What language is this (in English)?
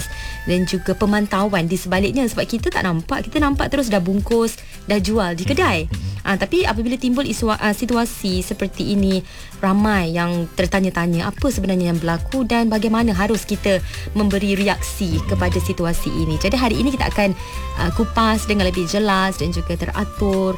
Malay